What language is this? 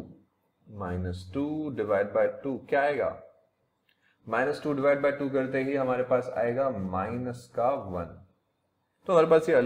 Hindi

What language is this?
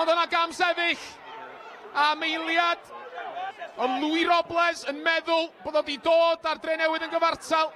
Welsh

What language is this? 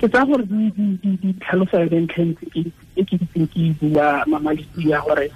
Tswana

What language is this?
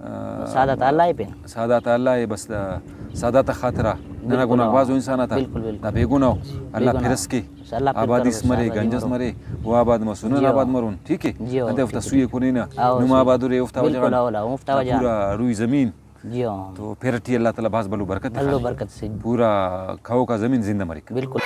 Brahui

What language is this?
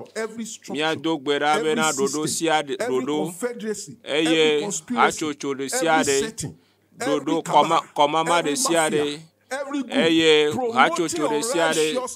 Ewe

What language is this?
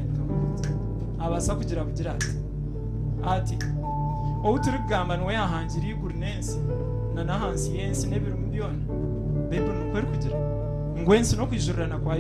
Nyankole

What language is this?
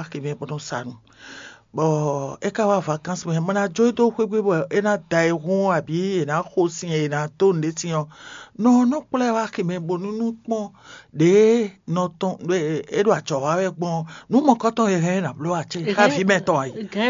Fon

